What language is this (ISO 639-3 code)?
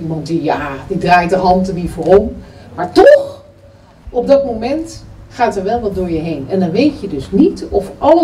nld